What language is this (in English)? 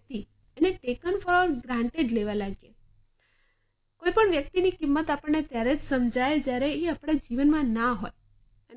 Gujarati